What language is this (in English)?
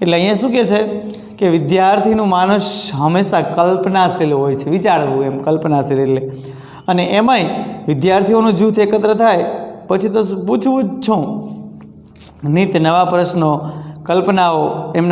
Gujarati